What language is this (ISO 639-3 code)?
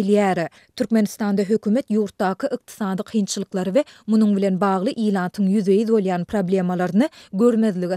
tuk